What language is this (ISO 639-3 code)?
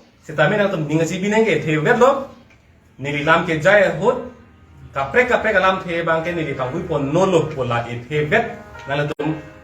mjw